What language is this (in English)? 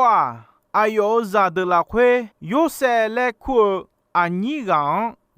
Akha